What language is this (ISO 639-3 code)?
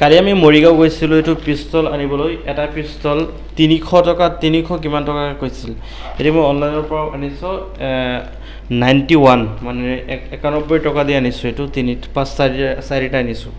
asm